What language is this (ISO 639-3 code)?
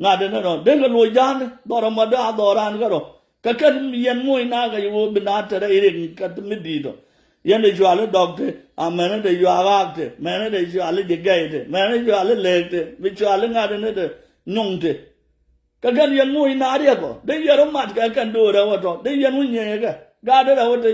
nus